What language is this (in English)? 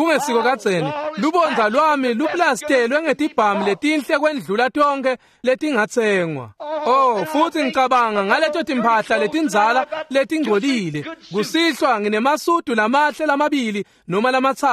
Swati